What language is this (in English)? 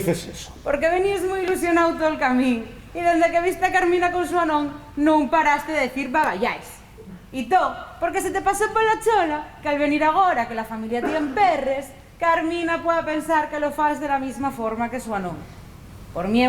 Asturian